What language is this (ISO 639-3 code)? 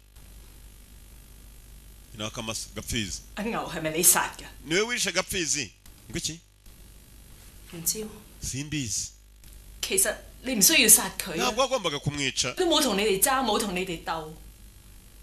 kin